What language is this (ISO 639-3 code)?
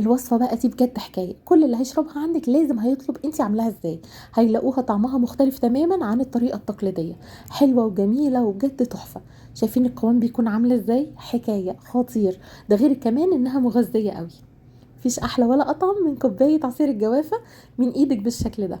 arz